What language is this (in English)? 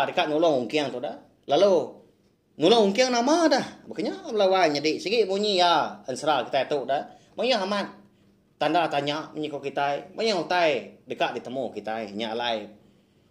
Iban